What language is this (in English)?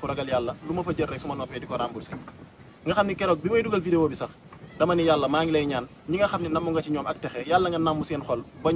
Wolof